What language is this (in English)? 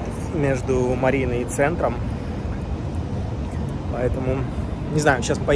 Russian